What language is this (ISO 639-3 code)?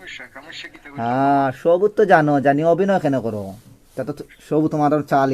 syl